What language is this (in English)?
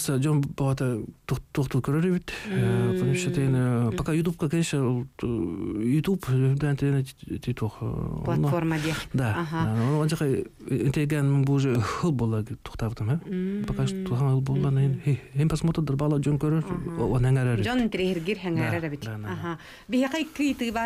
Yakut